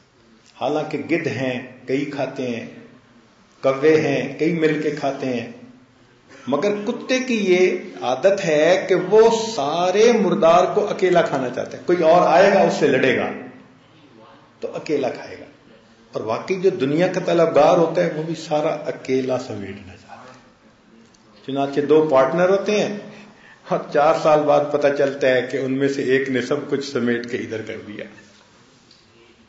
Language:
Urdu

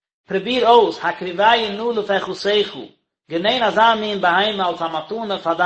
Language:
Yiddish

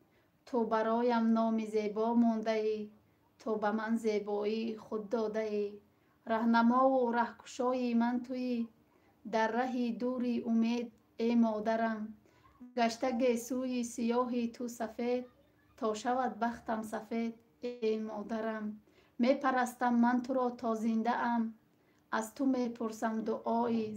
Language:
Tajik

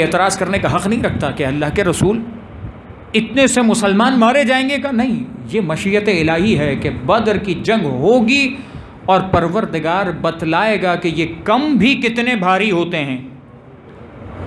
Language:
Urdu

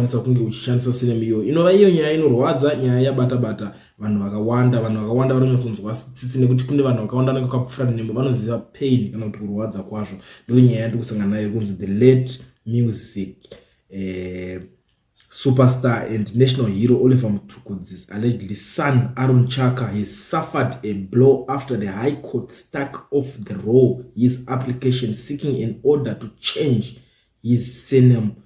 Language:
Shona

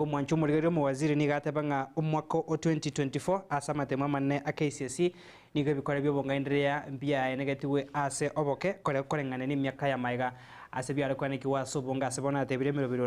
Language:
Gusii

